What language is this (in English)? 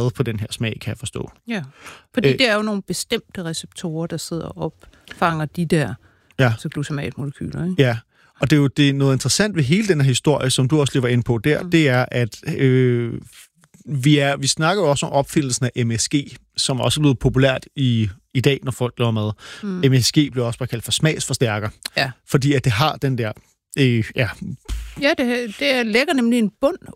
Danish